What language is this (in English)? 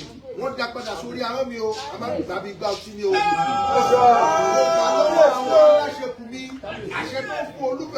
Yoruba